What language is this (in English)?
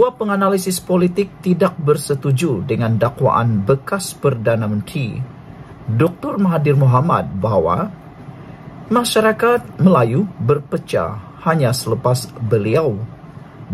Malay